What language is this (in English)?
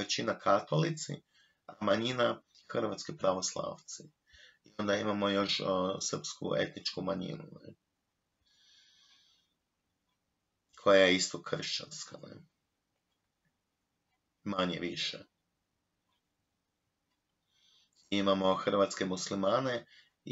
Croatian